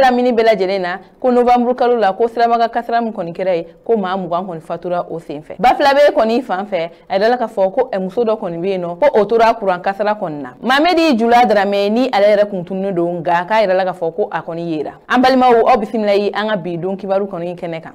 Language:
Bambara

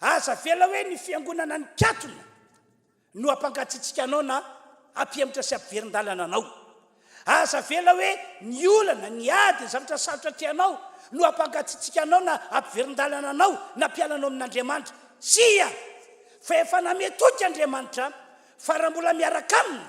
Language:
Malagasy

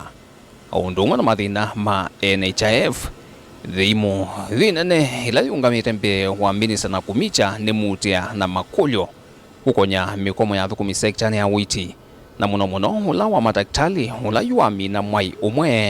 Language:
Kamba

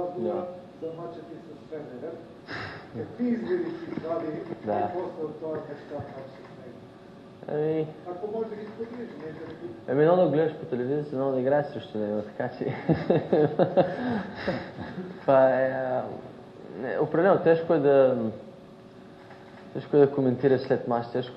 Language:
Bulgarian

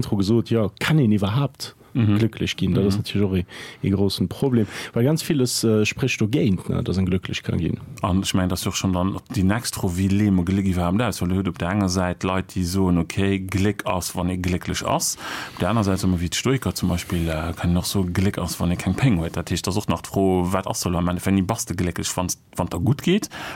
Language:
Luxembourgish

